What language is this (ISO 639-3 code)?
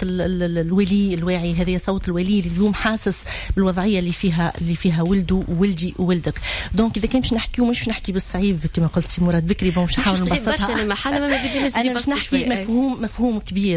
aeb